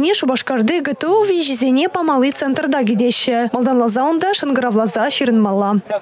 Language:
Chuvash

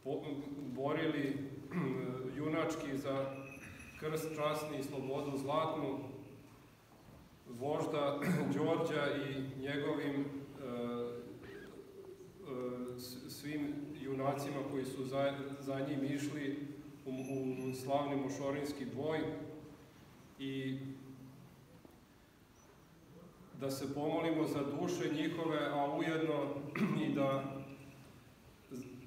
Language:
Serbian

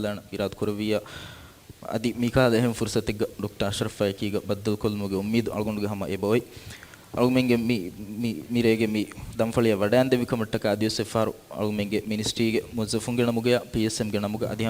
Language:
Divehi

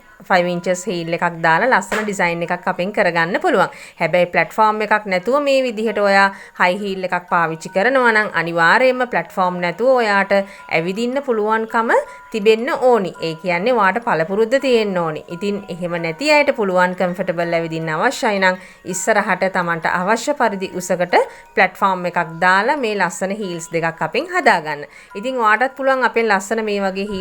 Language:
Sinhala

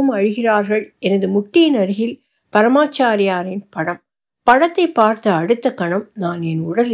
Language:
Tamil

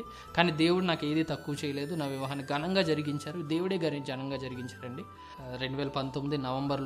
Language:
Telugu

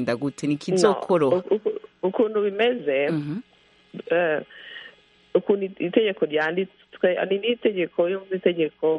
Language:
Kinyarwanda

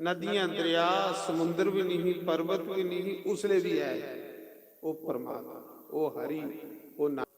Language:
Dogri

